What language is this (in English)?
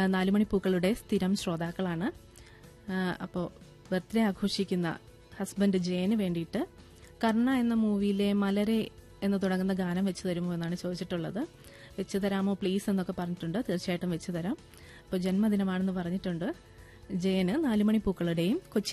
Malayalam